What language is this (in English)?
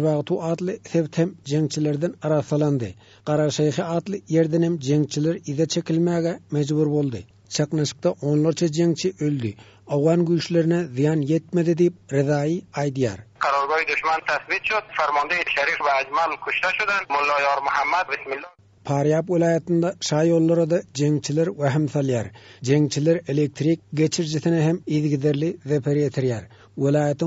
Turkmen